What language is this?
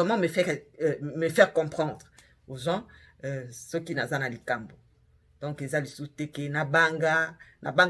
Lingala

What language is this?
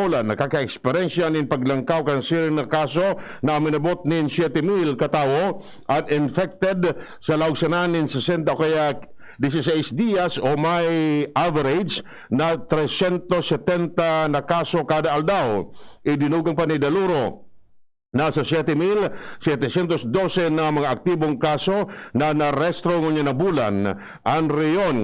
Bikol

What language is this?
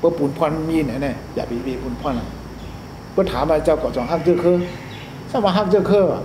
Shan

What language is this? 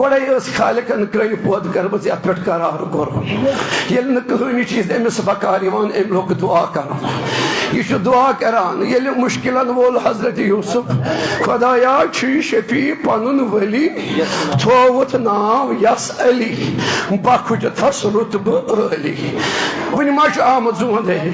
Kashmiri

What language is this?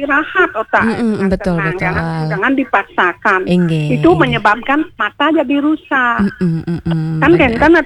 Balinese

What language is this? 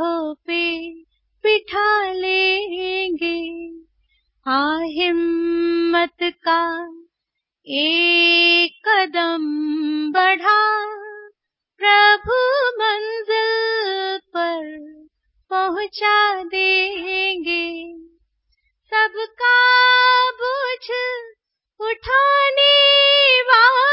Hindi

